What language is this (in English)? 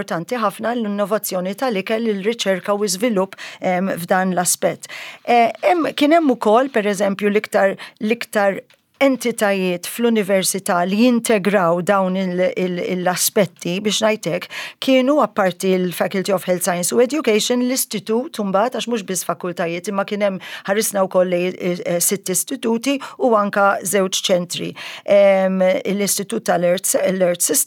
Maltese